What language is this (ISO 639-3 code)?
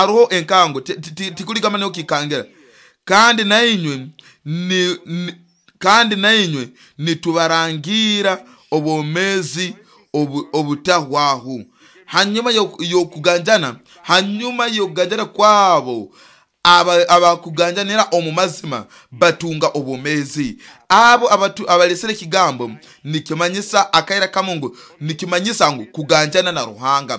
nyo